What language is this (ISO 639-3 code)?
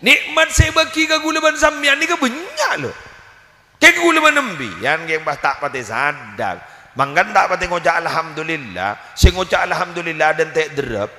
mad